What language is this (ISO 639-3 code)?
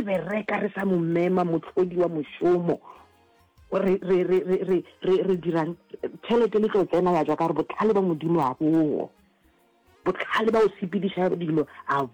nso